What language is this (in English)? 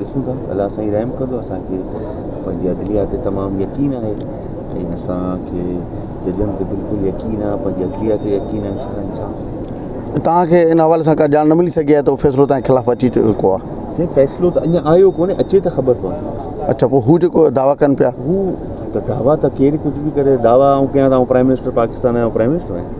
Sindhi